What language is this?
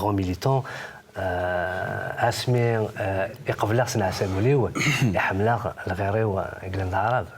Kabyle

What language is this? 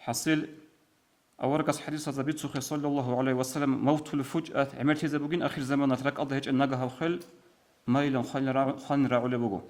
Avaric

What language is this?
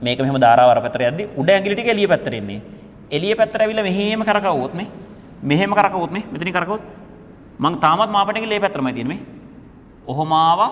Sinhala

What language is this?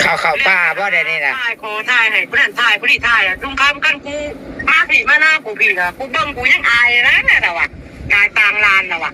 Northeastern Thai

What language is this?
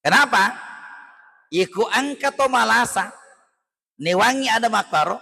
Buginese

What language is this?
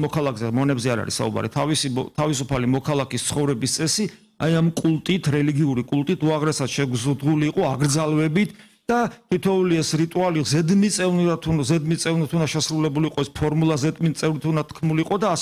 Georgian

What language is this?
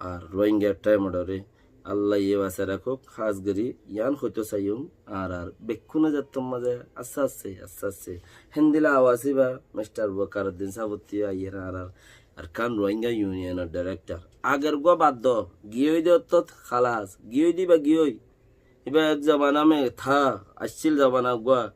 Rohingya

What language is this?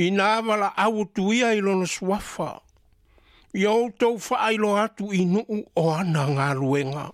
Samoan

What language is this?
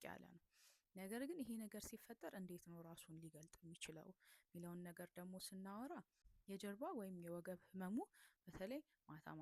Amharic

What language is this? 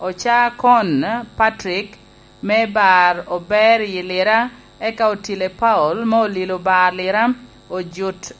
Lango (Uganda)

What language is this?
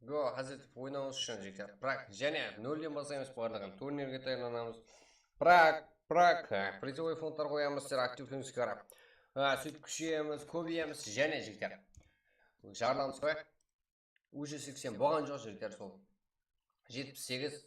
Kara-Kalpak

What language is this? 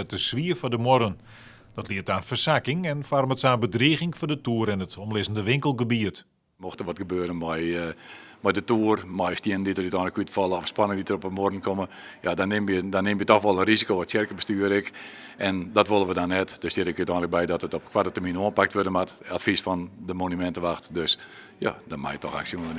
Western Frisian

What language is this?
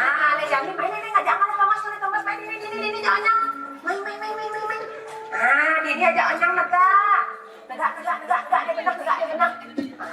Balinese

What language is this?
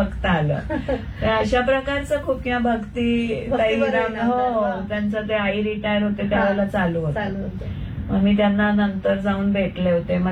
Marathi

